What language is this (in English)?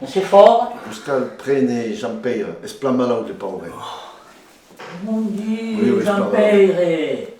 Occitan